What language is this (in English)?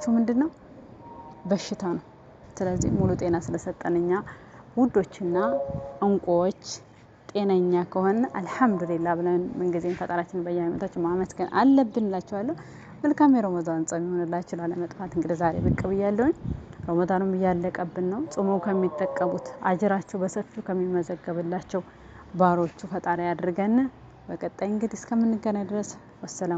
Amharic